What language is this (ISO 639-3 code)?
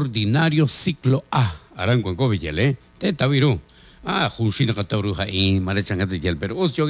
kek